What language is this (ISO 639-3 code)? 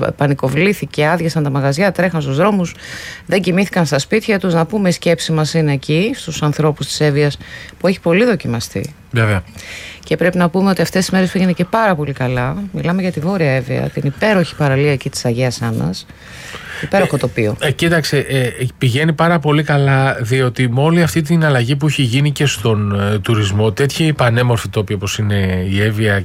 ell